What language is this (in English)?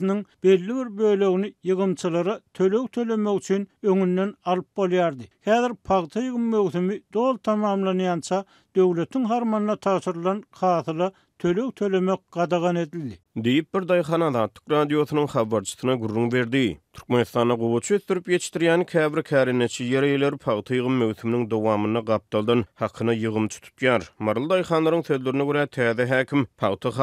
Turkmen